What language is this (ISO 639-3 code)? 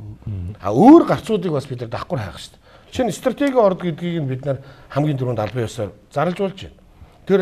mon